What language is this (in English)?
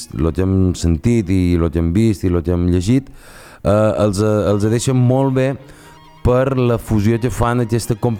Catalan